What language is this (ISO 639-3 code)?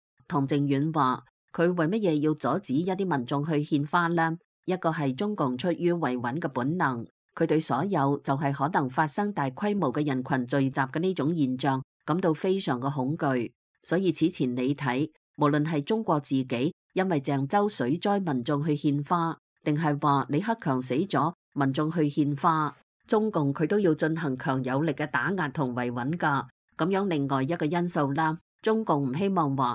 yue